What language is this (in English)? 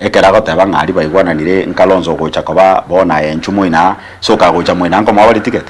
Gusii